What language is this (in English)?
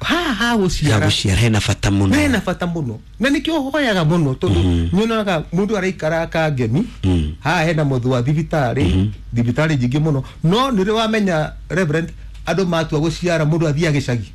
Kikuyu